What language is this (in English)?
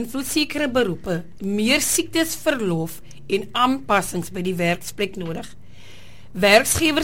Afrikaans